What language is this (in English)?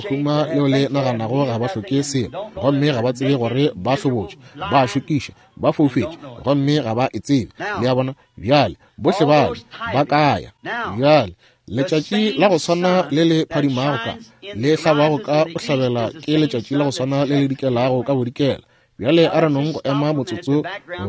Northern Sotho